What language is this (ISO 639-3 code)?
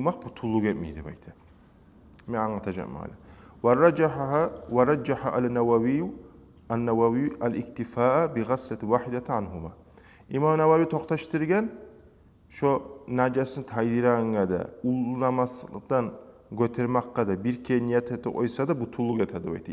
kum